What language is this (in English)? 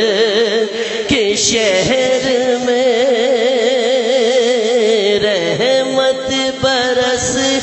Urdu